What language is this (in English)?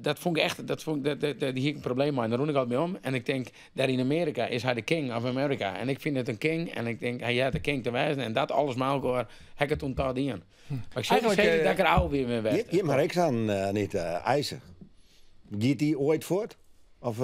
Western Frisian